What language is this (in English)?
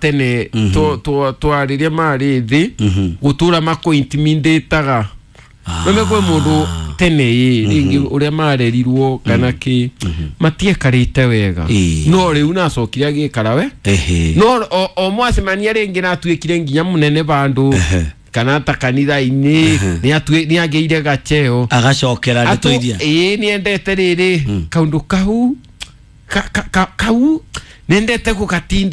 Kikuyu